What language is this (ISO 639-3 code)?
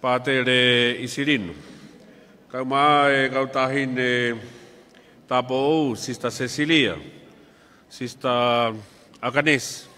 ton